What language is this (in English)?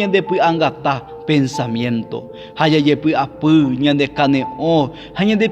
Guarani